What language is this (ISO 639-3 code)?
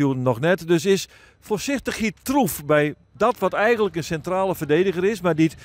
fry